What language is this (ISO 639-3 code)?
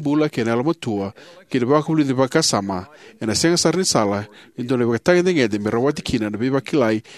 fij